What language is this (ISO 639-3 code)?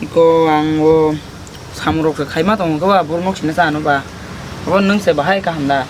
trp